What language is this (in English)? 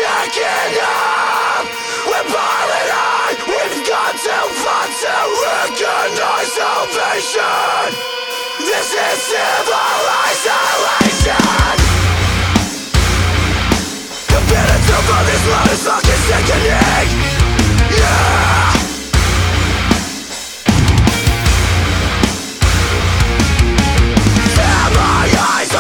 English